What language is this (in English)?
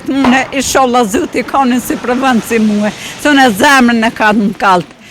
Albanian